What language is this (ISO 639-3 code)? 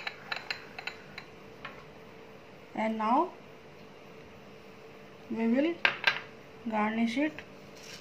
eng